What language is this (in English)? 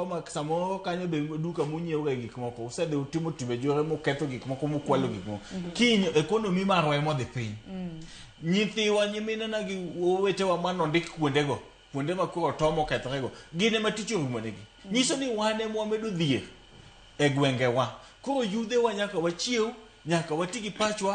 Luo (Kenya and Tanzania)